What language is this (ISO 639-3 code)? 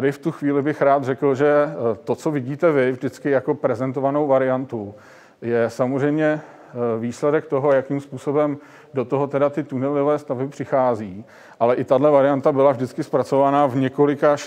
ces